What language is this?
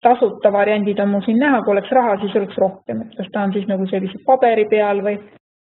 Estonian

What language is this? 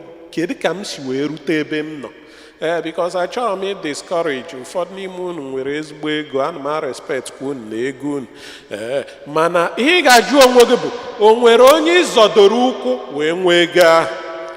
Igbo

